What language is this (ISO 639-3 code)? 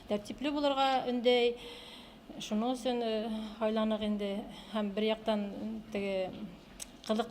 bak